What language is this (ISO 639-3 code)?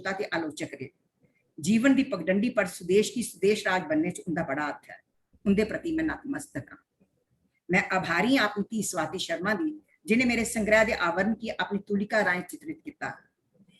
doi